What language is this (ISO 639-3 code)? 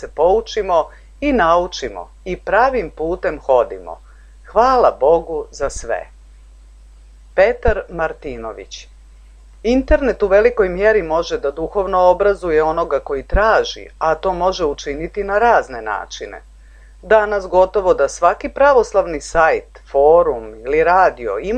srp